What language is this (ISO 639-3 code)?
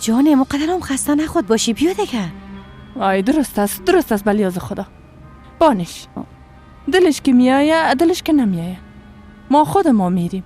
fas